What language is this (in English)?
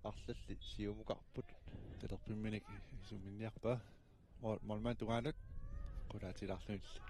Kalaallisut